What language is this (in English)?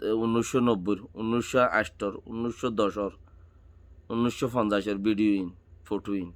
Rohingya